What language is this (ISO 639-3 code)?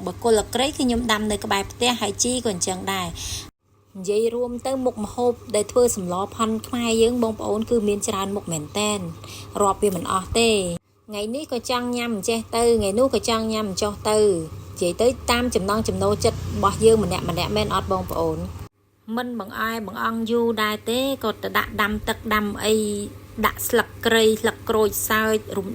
khm